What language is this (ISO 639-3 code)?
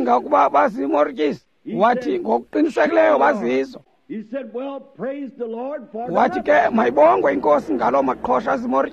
xho